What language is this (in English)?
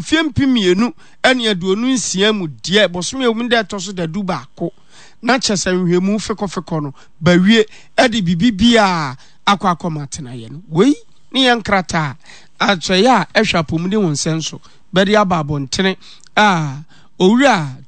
Akan